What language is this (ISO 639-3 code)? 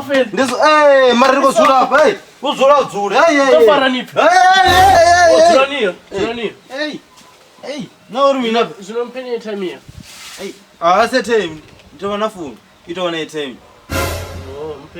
ven